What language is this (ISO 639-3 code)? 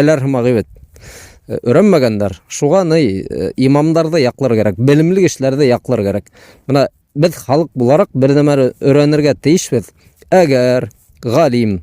bak